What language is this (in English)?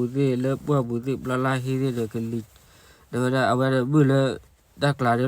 S'gaw Karen